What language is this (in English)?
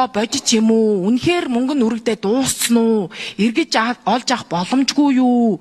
Mongolian